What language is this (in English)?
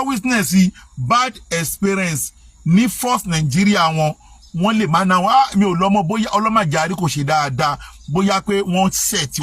Yoruba